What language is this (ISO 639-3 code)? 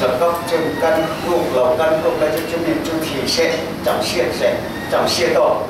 cfm